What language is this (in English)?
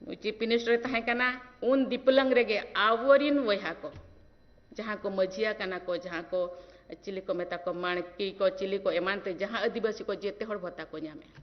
Santali